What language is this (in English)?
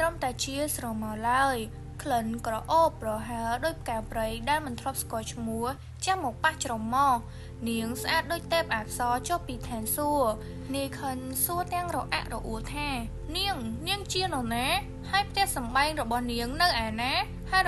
Khmer